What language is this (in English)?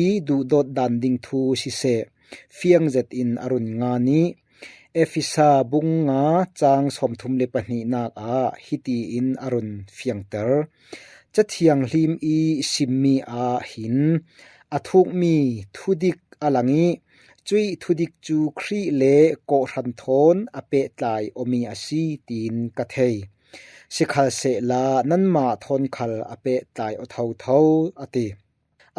Falam Chin